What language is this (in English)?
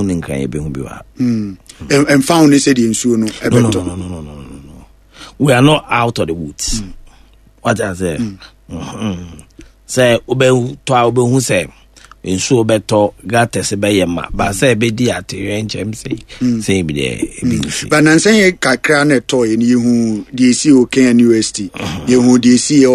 Akan